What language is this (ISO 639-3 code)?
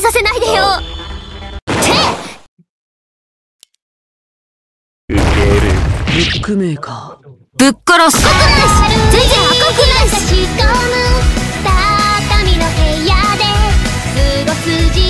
jpn